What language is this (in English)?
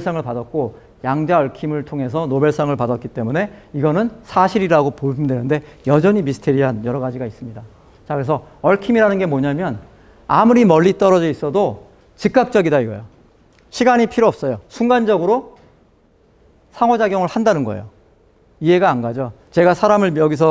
Korean